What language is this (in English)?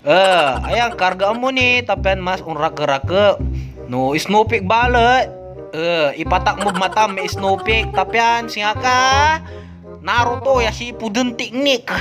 Pangasinan